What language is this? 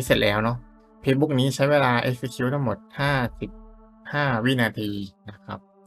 Thai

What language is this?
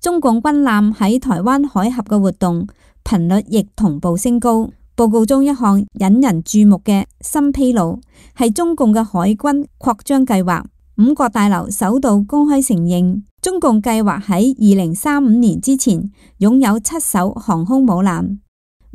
Cantonese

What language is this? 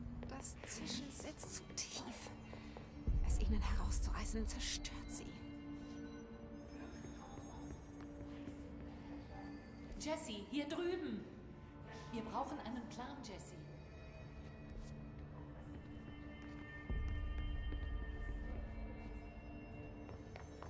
German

